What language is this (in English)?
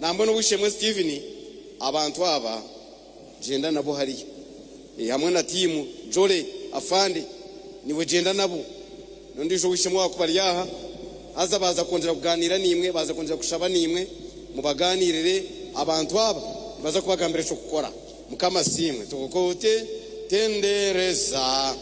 Nyankole